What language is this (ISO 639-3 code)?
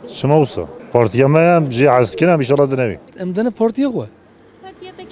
kur